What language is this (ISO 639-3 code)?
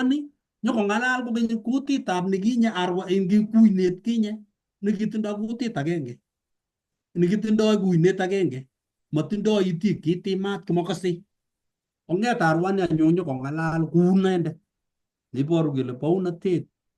kln